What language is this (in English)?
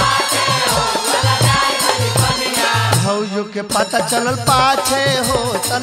Bhojpuri